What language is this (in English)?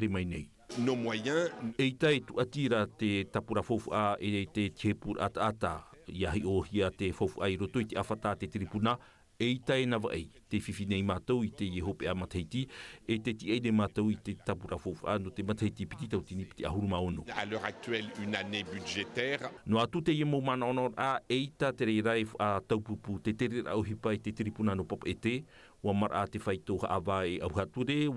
Tahitian